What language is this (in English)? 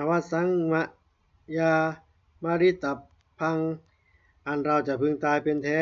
Pali